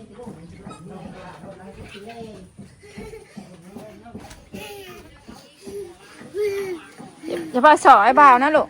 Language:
Northeastern Thai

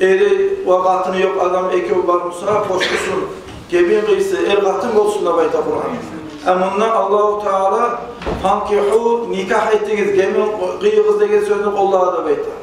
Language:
Kumyk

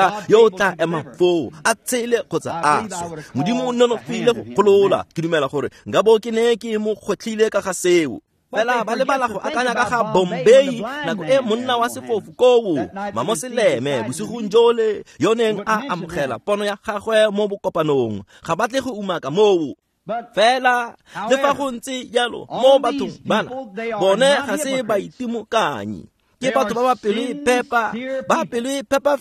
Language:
Tswana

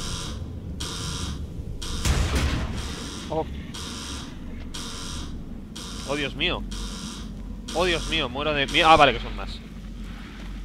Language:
Spanish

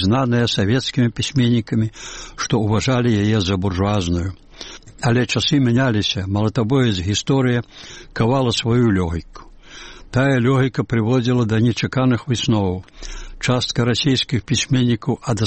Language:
Belarusian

